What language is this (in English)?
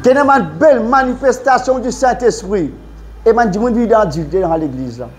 Morisyen